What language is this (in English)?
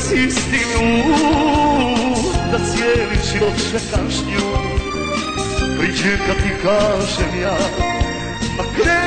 Croatian